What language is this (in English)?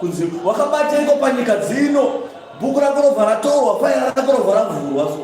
Shona